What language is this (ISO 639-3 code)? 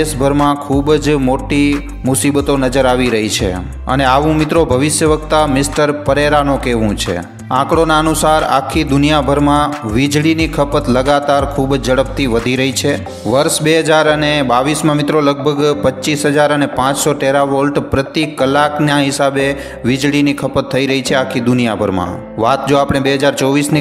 guj